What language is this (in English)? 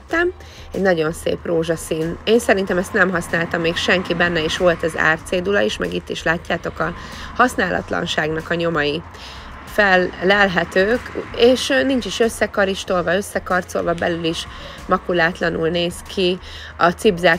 Hungarian